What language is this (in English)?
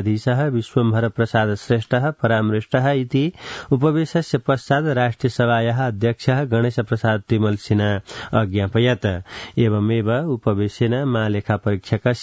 Sanskrit